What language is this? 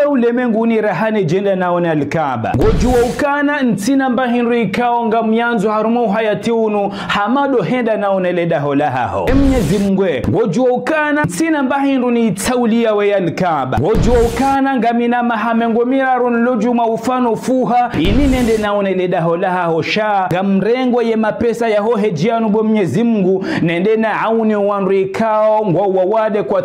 Ngazidja Comorian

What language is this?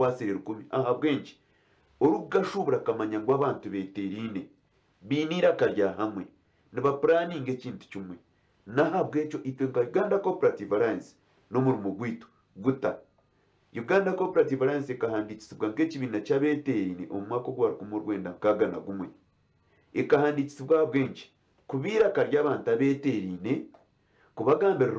Nyankole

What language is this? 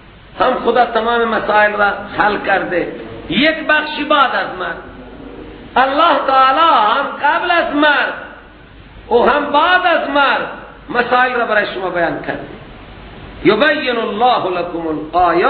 Persian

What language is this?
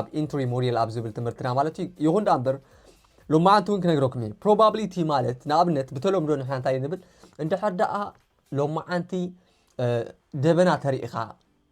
Tigrinya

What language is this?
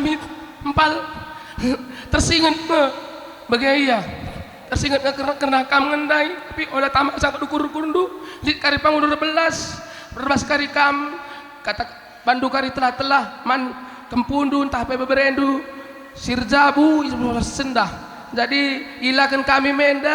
Batak Karo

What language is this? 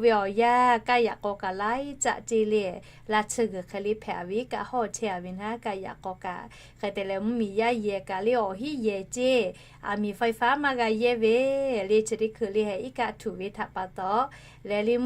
Lahu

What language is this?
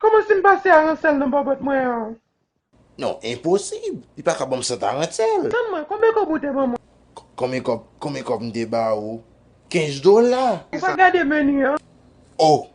Haitian Creole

